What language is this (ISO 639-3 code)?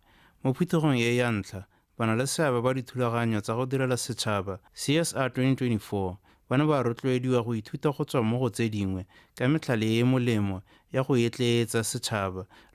tsn